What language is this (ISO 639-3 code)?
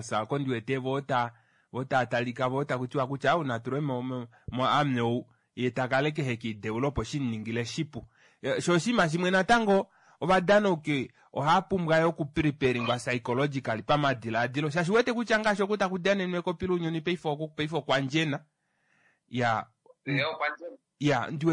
kua